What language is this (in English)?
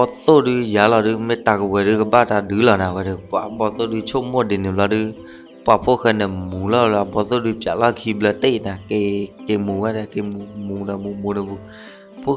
S'gaw Karen